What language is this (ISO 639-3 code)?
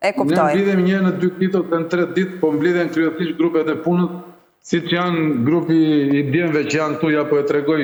sqi